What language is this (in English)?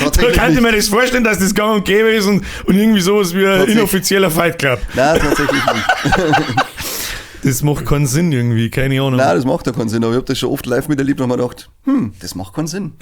Bavarian